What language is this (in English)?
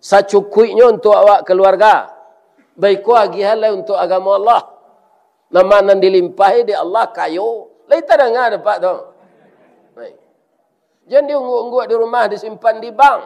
Minangkabau